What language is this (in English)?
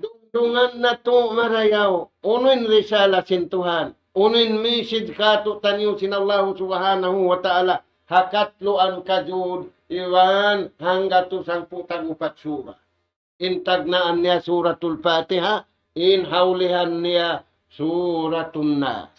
Tausug